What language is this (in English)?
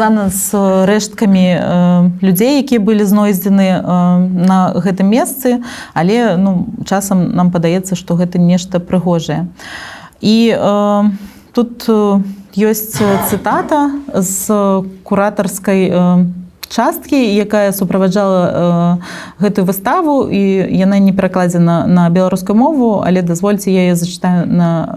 Belarusian